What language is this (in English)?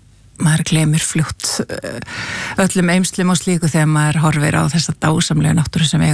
Icelandic